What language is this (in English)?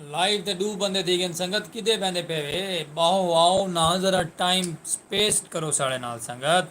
Saraiki